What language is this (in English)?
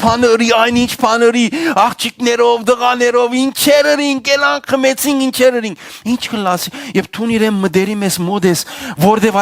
Western Armenian